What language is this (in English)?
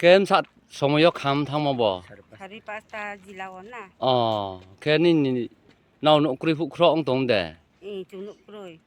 Riang (India)